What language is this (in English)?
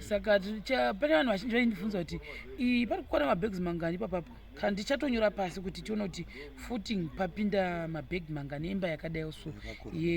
Shona